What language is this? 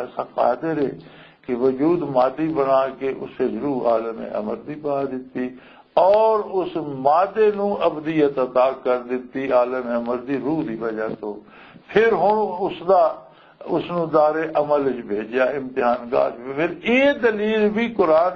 Western Panjabi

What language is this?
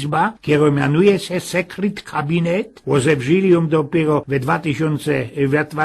Silesian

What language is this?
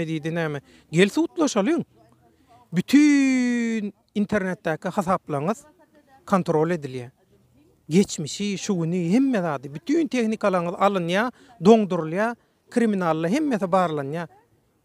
Turkmen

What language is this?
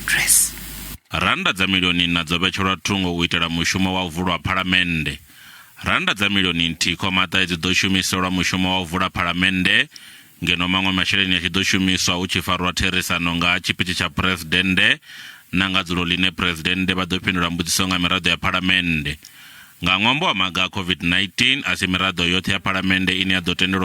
Venda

